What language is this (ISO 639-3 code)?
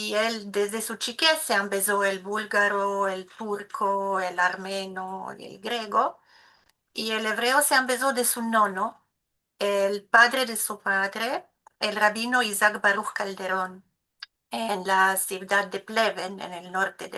lad